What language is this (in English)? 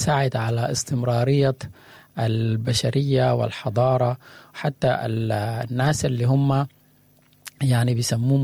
Sudanese Arabic